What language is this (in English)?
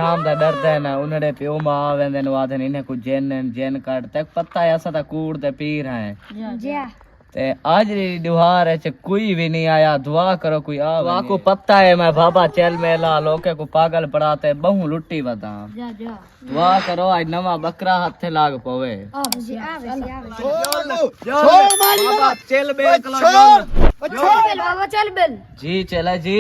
Saraiki